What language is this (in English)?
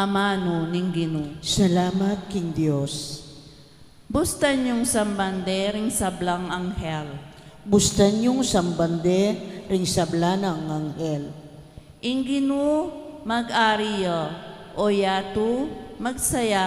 Pampanga